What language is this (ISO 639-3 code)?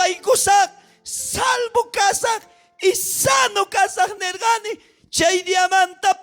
quh